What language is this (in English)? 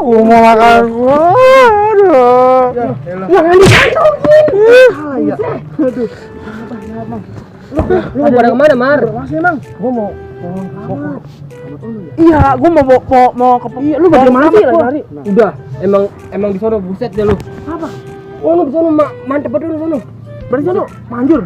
Betawi